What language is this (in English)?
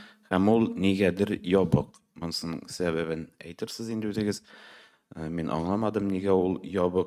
Tatar